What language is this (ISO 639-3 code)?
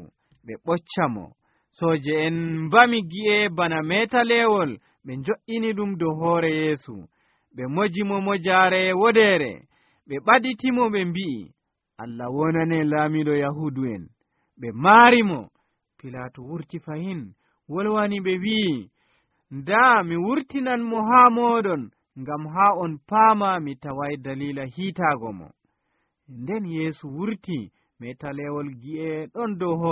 fuv